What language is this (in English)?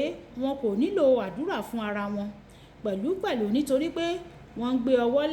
Yoruba